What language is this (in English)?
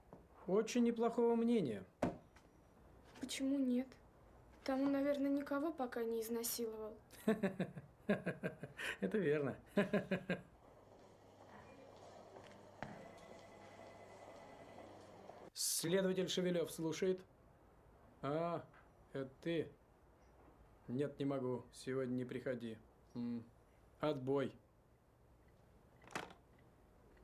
Russian